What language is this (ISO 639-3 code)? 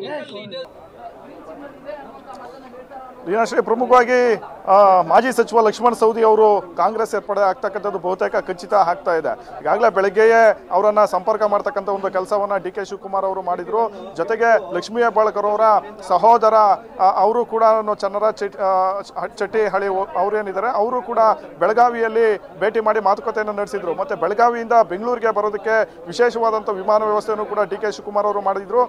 kan